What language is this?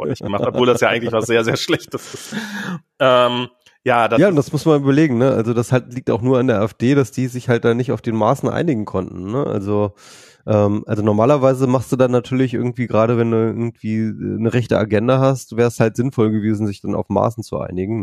German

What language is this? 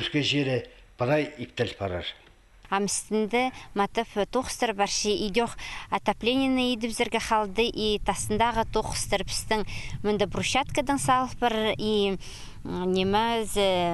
Khakas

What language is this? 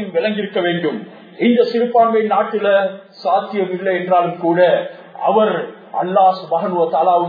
Tamil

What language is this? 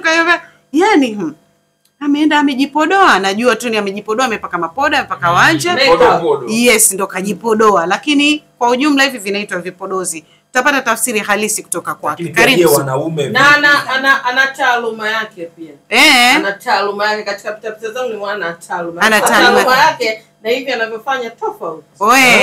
Swahili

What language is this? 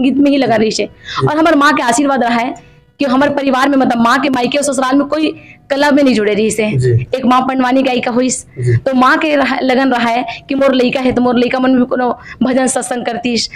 Chhattisgarhi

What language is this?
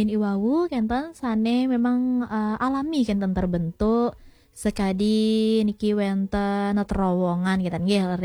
Balinese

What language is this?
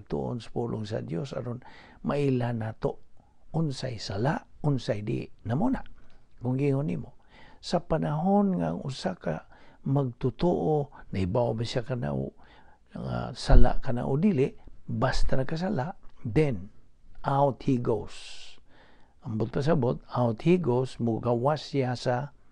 Cebuano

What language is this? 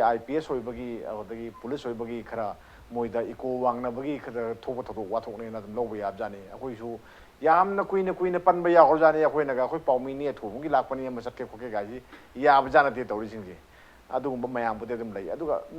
Manipuri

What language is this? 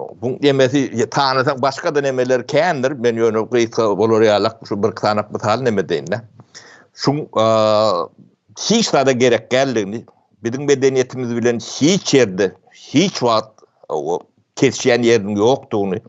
Turkmen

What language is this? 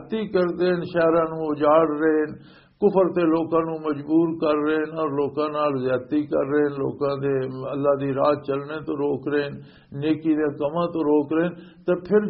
Western Panjabi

